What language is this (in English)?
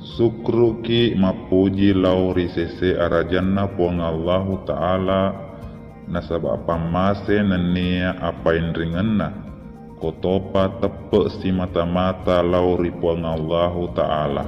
Buginese